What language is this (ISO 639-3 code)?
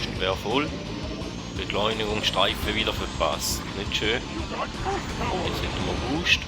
gsw